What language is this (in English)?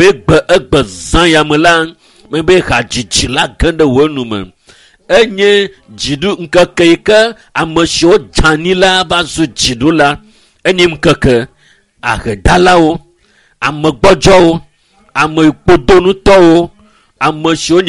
Ewe